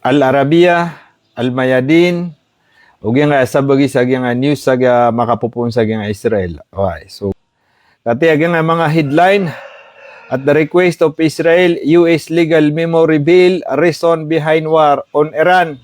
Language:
Maranao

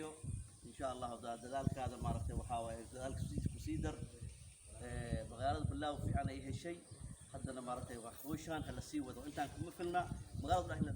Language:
Somali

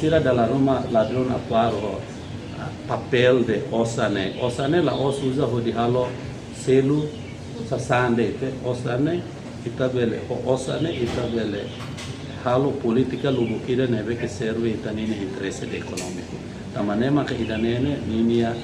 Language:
Tetum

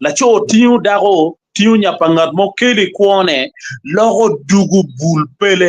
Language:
Acoli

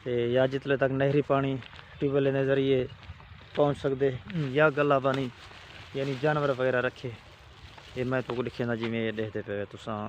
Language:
Saraiki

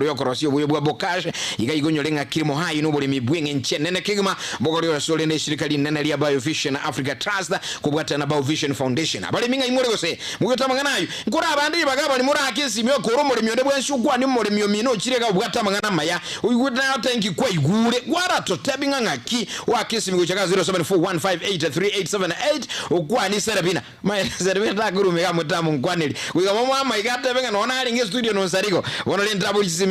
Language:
Gusii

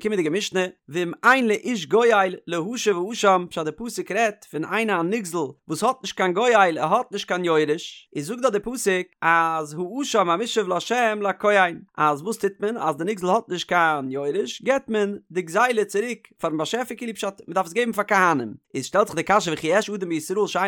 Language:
Yiddish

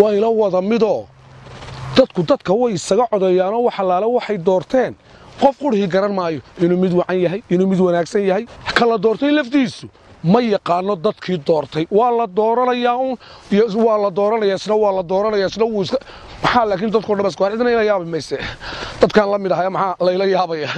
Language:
Somali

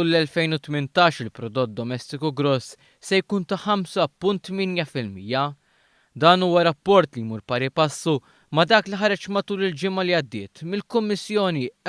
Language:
Maltese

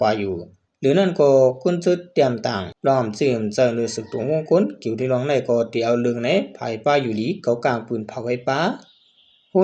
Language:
Shan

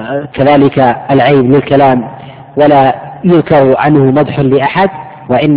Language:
Arabic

